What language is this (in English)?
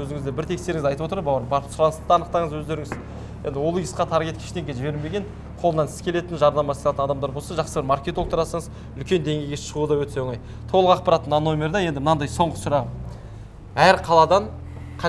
Kazakh